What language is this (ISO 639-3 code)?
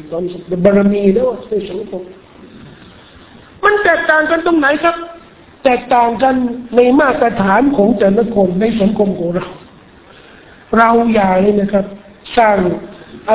tha